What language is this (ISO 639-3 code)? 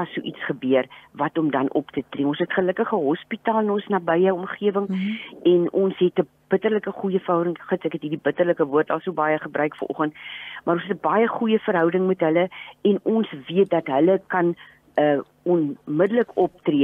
afr